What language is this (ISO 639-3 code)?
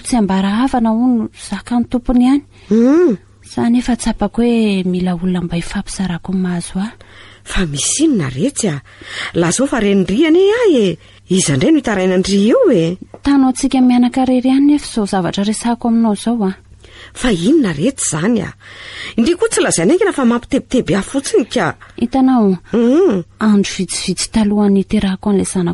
mlg